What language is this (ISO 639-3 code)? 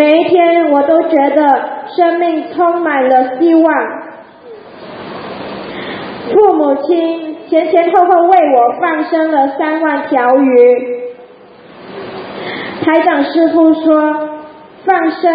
zho